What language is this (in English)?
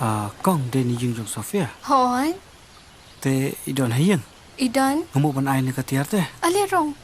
Khasi